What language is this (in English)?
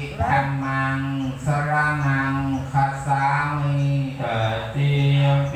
Pali